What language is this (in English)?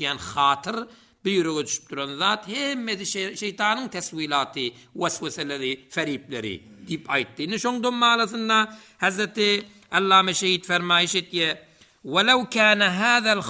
Turkmen